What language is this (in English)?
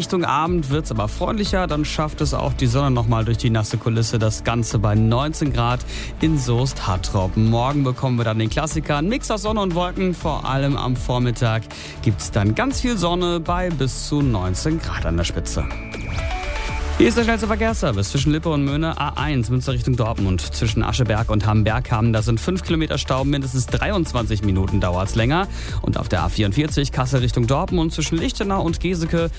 German